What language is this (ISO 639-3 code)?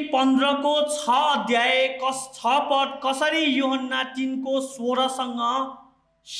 nep